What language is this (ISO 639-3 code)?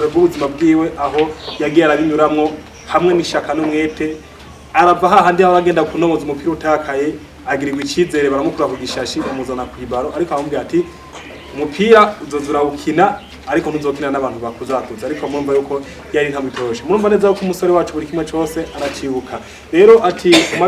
run